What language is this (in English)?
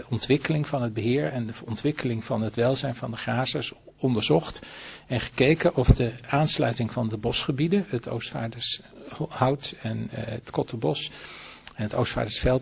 Dutch